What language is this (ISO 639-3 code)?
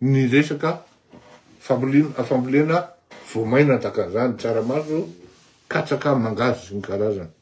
mlg